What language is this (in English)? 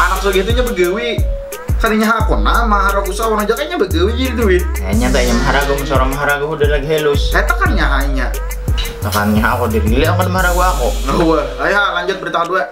Banjar